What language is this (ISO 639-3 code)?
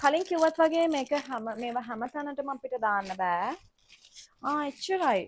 sin